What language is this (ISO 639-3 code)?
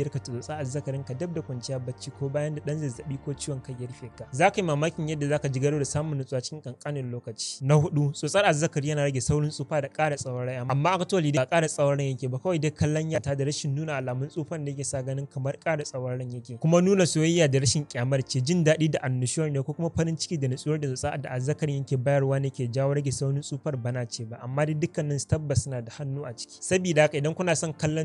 hau